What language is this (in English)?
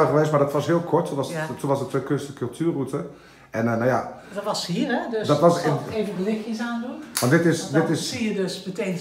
Dutch